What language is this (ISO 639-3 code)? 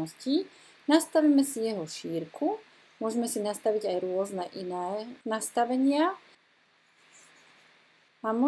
slk